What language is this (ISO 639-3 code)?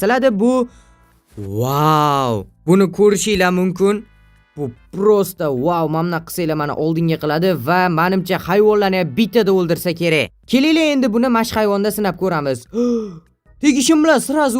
uzb